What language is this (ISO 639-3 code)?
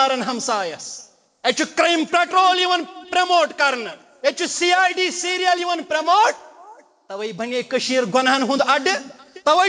kas